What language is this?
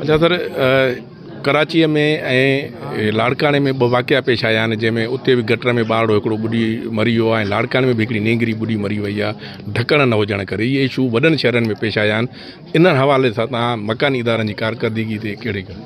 Sindhi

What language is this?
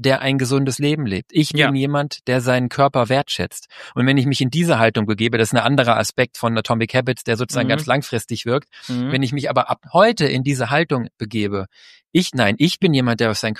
German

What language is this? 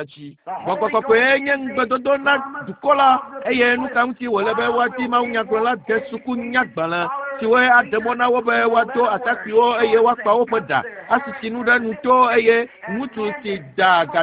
Ewe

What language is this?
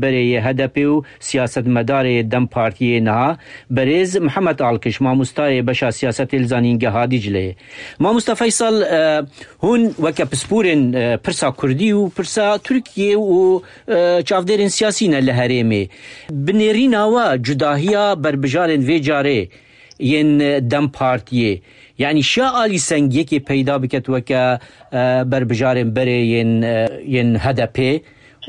Kurdish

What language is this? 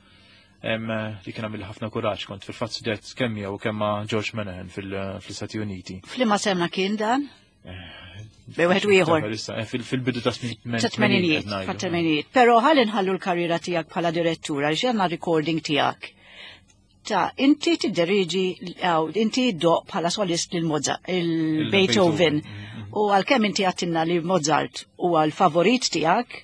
Maltese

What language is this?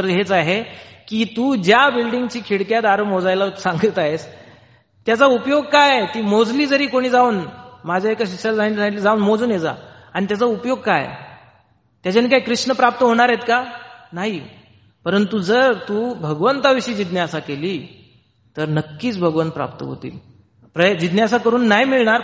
Marathi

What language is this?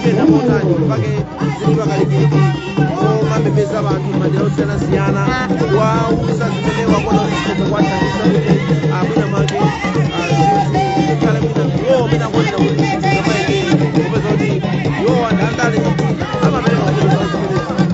Nyanja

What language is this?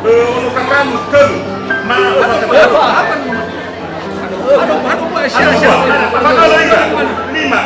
Nias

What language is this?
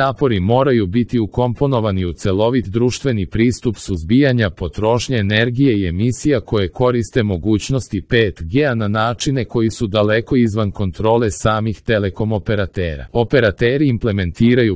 Serbian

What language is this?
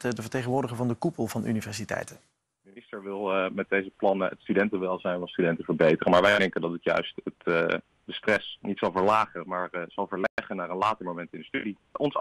Dutch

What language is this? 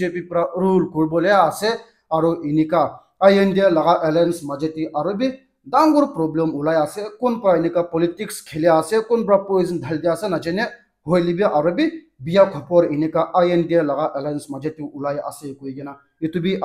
Naga Pidgin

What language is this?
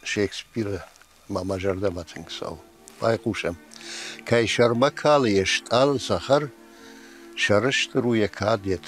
Ossetic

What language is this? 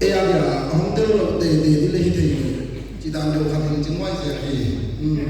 Paite Chin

